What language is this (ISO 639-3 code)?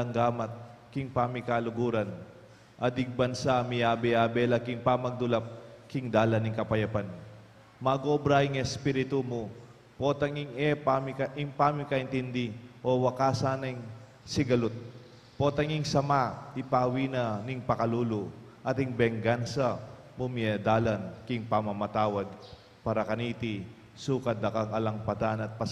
pam